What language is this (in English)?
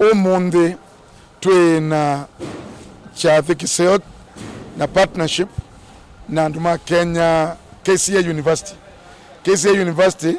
Kamba